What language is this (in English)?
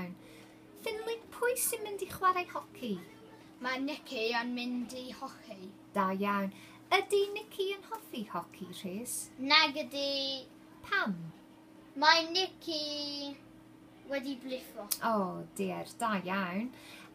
Welsh